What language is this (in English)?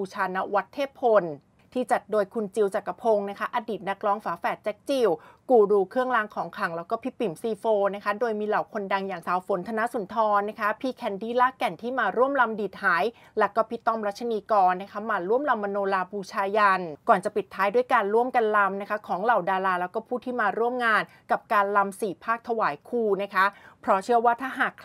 Thai